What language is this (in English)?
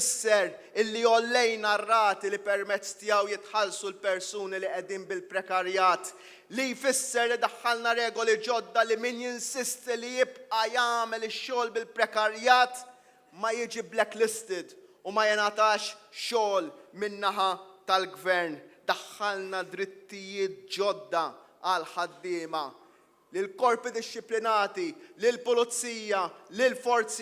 Maltese